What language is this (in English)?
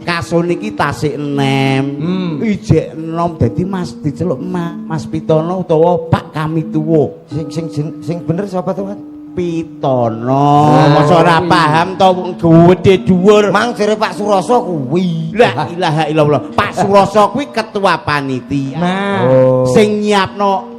Javanese